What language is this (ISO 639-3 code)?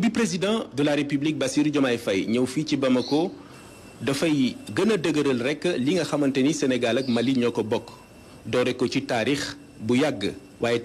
wol